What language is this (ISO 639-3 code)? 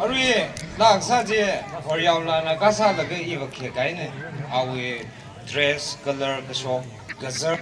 nmf